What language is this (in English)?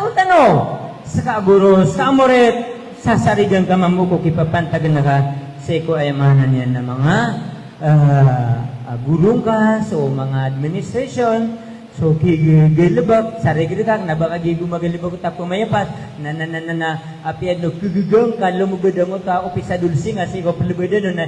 Maranao